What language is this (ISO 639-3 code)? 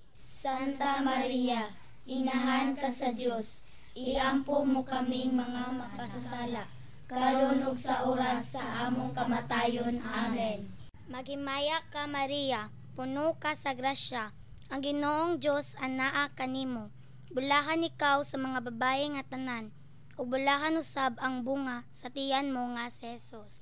ceb